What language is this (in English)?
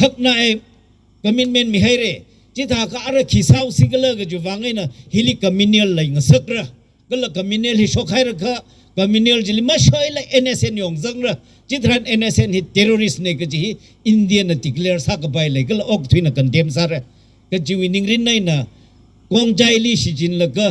Tangkhul Naga (India)